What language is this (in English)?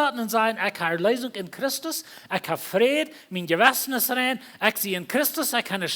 Plautdietsch